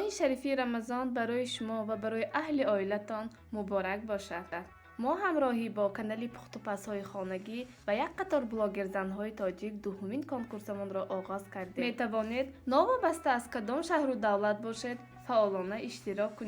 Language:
Tajik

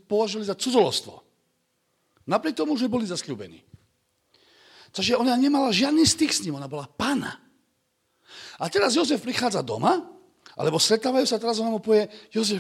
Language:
Slovak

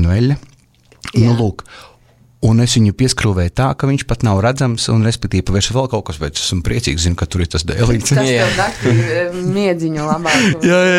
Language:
Latvian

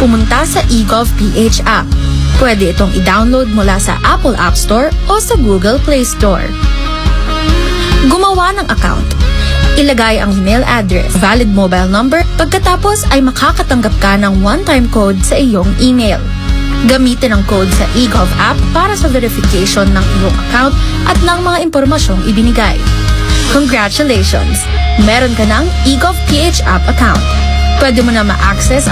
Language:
Filipino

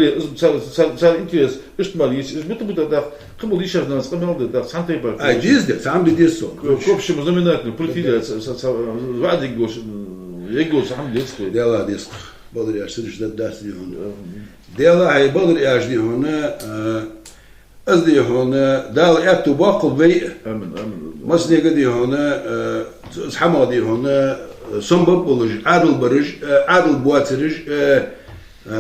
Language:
Ingush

